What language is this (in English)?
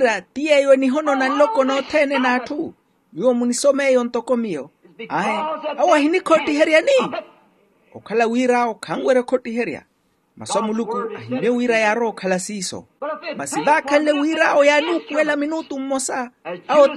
Makhuwa